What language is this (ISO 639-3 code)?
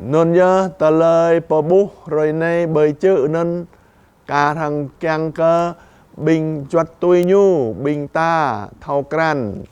jra